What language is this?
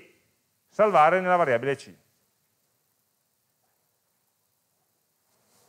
Italian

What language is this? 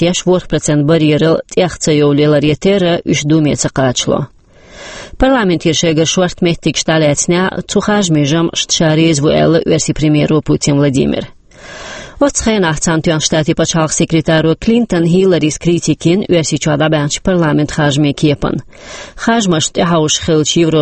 Chechen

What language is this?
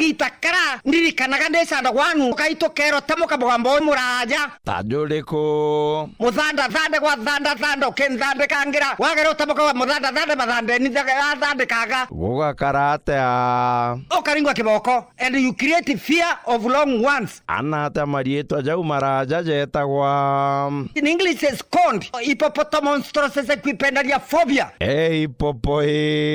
Meru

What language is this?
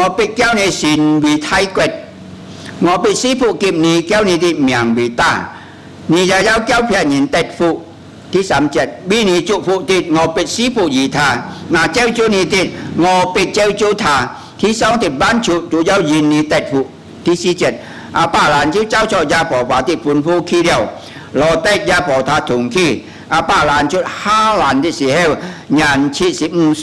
Hakka Chinese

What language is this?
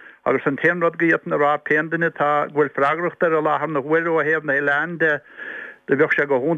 Irish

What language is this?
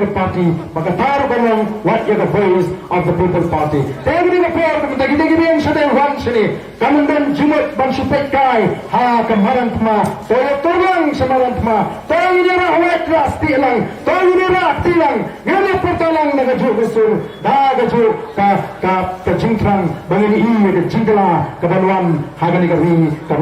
Khasi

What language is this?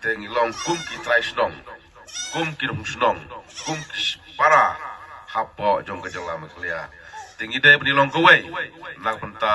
Khasi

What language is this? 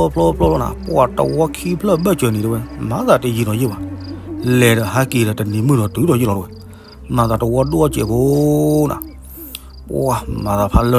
S'gaw Karen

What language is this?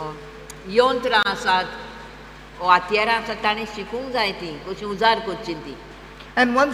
Konkani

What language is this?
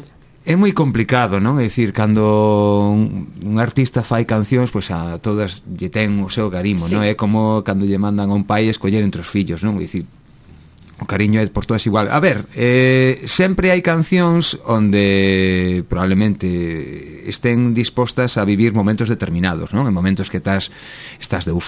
Galician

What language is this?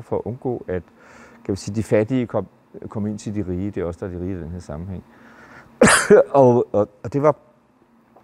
Danish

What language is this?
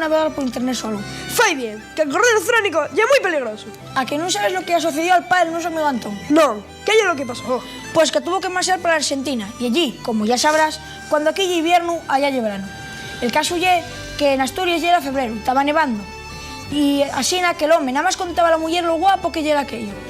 Asturian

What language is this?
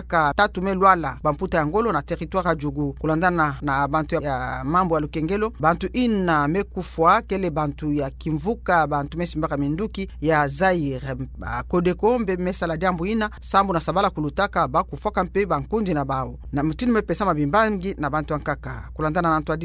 Kituba (Democratic Republic of Congo)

